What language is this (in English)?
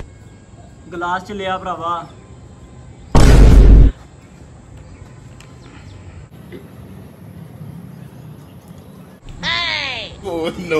Punjabi